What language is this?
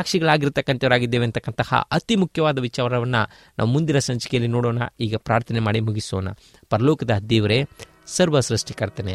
Kannada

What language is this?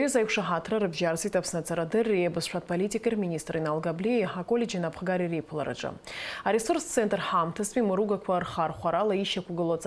Abkhazian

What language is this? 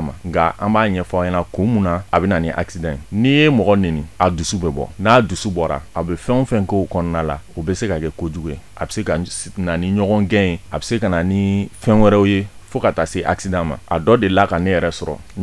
Bambara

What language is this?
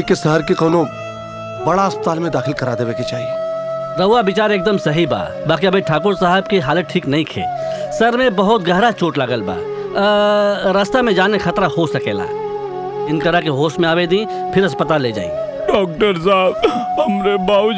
Bhojpuri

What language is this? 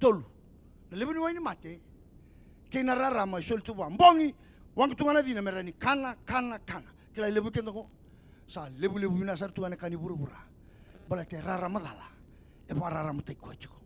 Fijian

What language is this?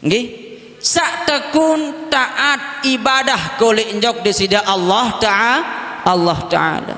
Sasak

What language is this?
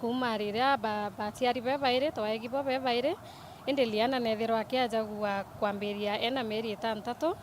Meru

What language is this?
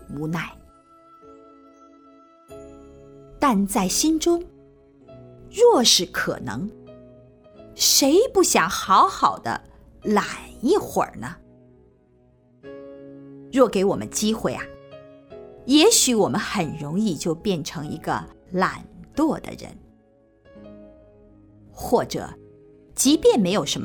Chinese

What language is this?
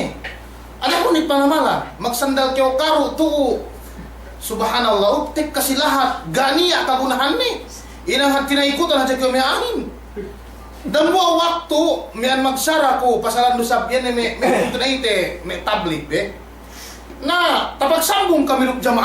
Yakan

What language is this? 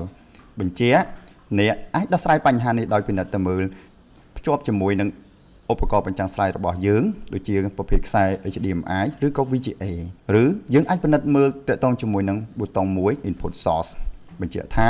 Khmer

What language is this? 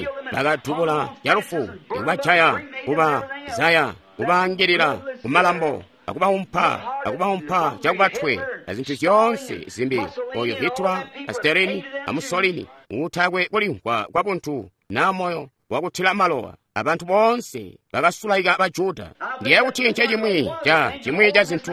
Tonga (Zambia)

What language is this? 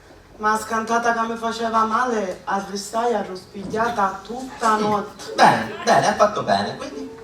Sicilian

